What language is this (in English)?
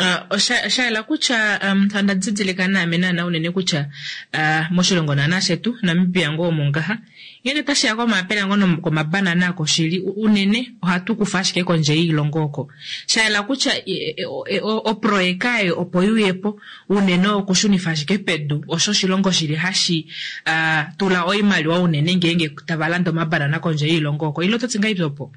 Kuanyama